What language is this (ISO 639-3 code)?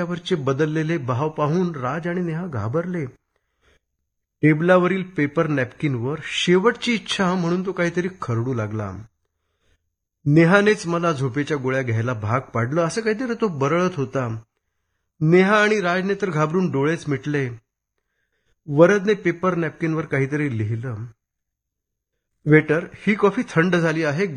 mar